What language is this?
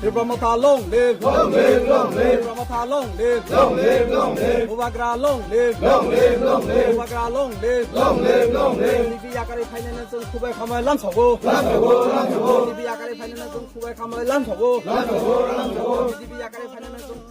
Kok Borok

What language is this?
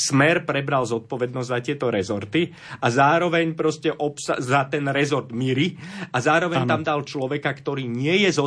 Slovak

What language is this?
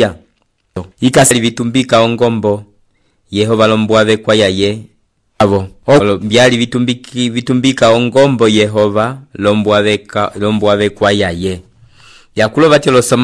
Umbundu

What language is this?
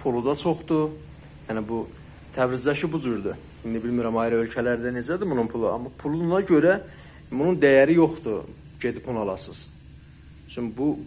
South Azerbaijani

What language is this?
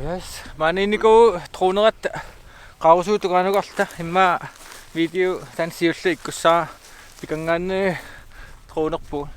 Kalaallisut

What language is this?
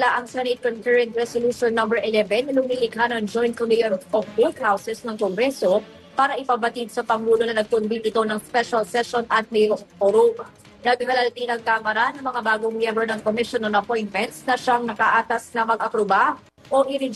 Filipino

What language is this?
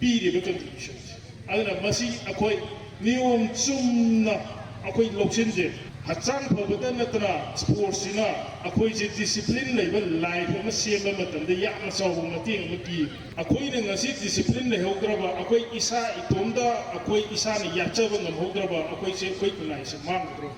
Manipuri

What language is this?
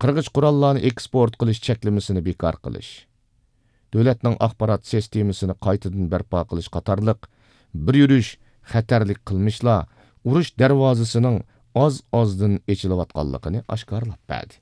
Uyghur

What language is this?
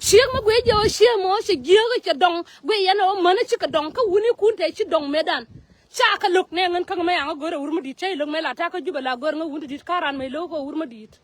Nuer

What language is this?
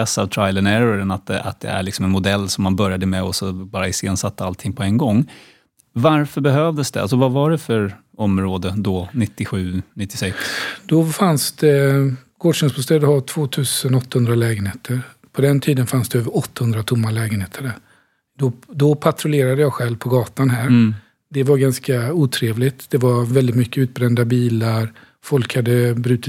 Swedish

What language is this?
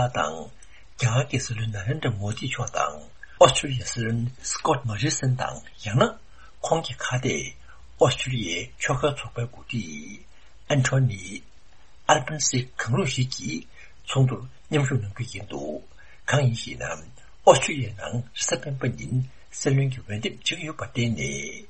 Tibetan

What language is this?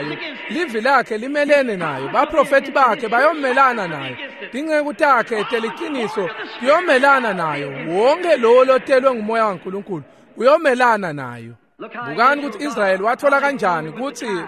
Swati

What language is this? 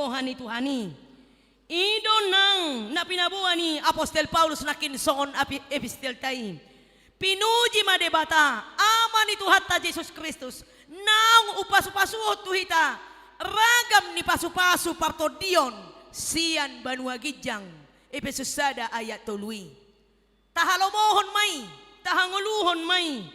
Batak Toba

